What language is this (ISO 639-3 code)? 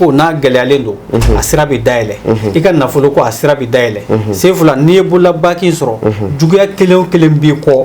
bam